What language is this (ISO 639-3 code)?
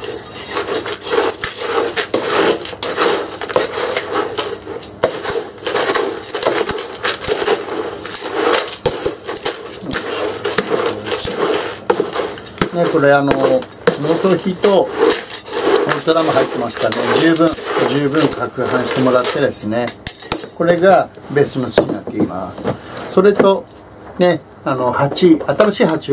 jpn